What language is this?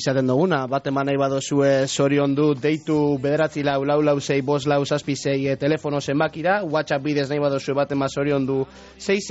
Basque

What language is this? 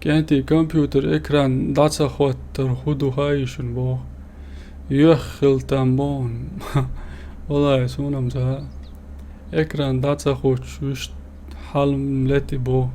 Chechen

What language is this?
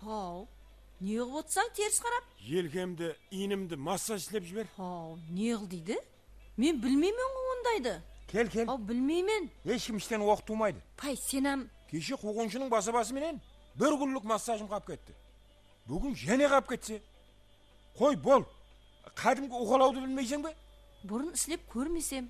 Kara-Kalpak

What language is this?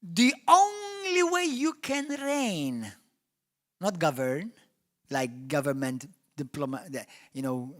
English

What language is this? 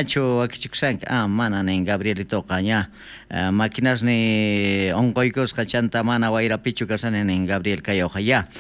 Ayacucho Quechua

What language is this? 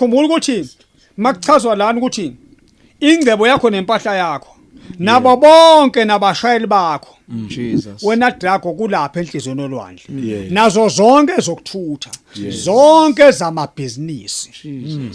Zulu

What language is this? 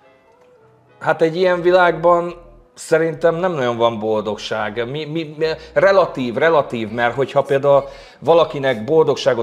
Hungarian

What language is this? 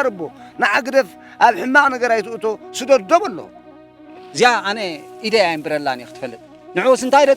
Tigrinya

